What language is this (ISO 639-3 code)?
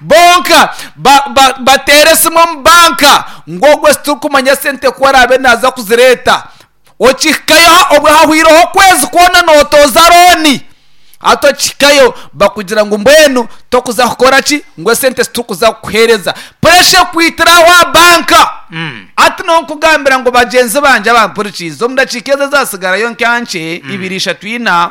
nyn